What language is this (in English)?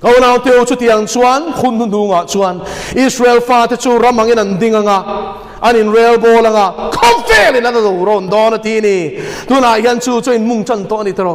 Mizo